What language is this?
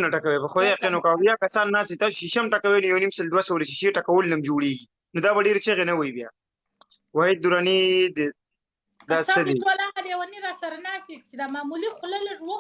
Pashto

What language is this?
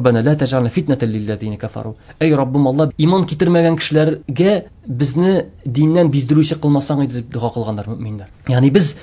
Tatar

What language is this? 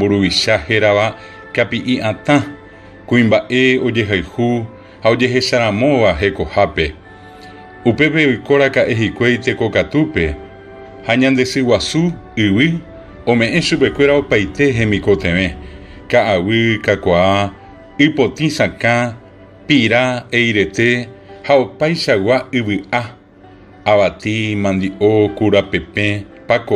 Guarani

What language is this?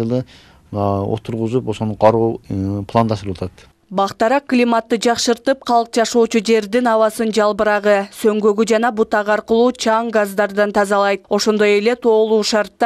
Kyrgyz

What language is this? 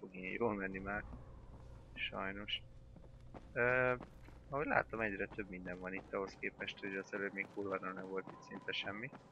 Hungarian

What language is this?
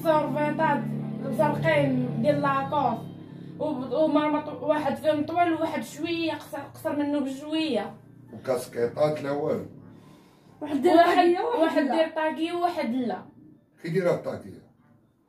Moroccan Arabic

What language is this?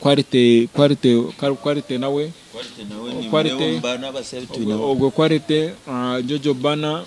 Nyankole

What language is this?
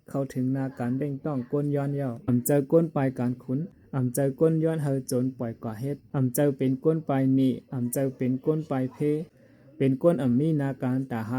Shan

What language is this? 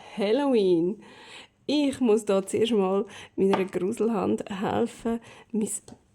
Swiss German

